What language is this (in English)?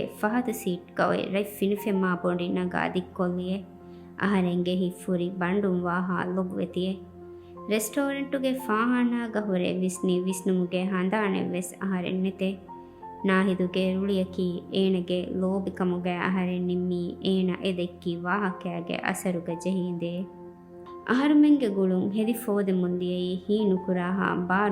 Divehi